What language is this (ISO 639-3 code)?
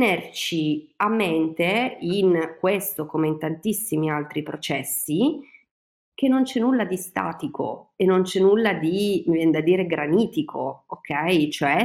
ita